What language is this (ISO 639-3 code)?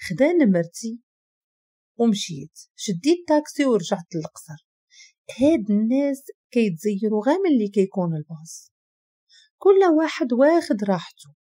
ary